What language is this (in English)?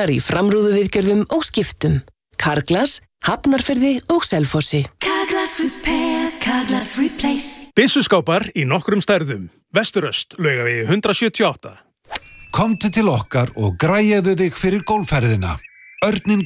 Icelandic